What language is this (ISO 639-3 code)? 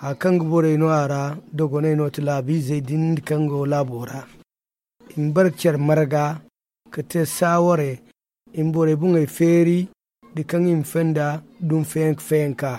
dje